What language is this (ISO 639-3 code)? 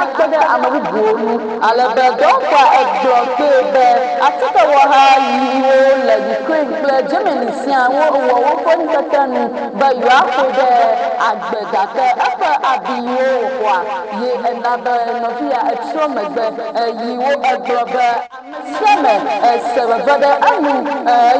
ewe